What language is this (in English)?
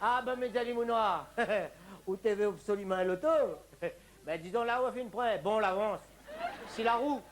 Réunion Creole French